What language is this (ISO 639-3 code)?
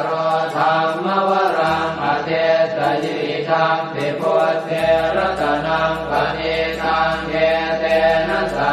pli